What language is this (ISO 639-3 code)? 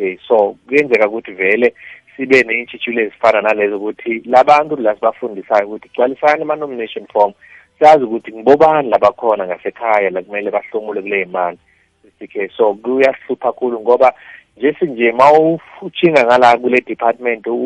nbl